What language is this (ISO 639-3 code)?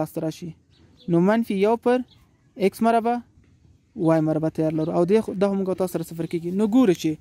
pus